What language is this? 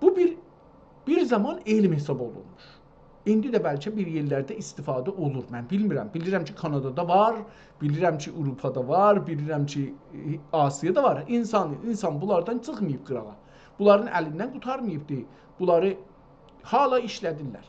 South Azerbaijani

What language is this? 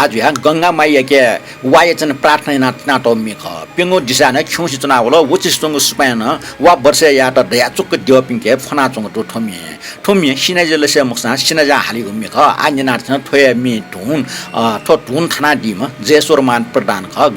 Newari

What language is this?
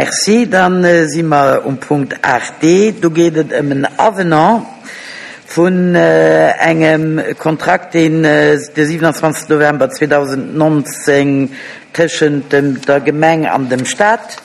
Luxembourgish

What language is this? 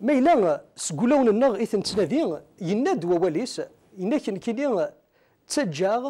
Kabyle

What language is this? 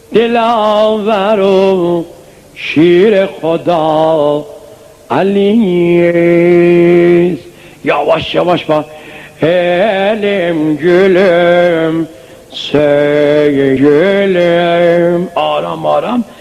South Azerbaijani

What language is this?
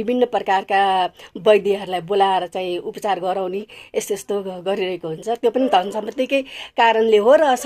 Nepali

